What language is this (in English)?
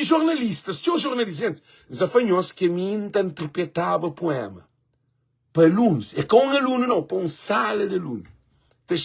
Kabuverdianu